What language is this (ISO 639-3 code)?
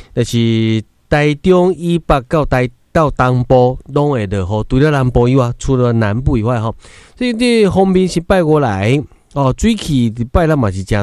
nan